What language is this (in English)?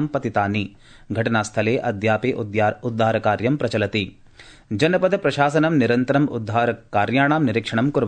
Sanskrit